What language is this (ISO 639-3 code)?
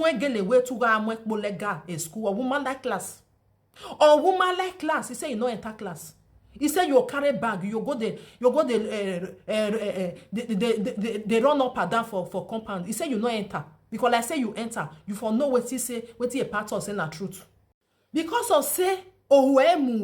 pcm